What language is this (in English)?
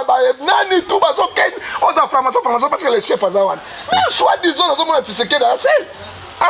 Lingala